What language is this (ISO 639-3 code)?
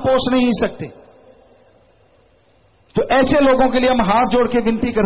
hin